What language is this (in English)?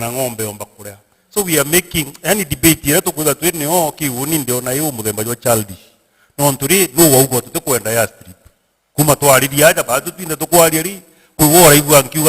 Meru